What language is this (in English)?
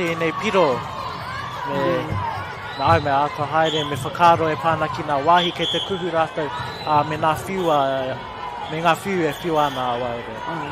Māori